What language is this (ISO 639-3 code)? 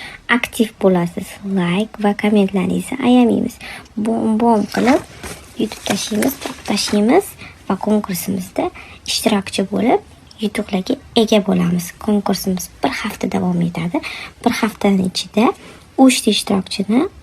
uzb